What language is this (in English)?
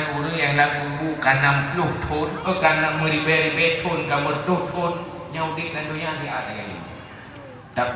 Achinese